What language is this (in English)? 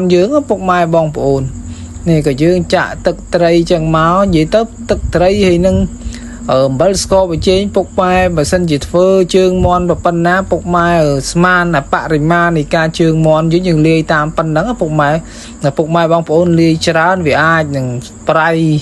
Khmer